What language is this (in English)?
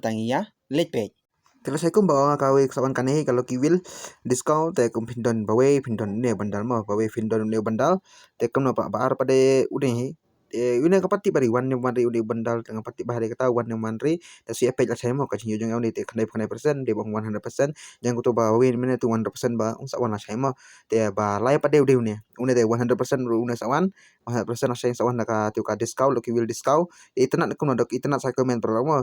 Khasi